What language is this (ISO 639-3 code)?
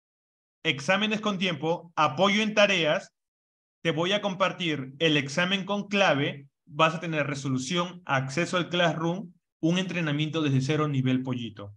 spa